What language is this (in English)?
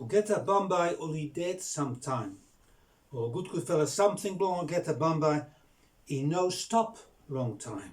Bislama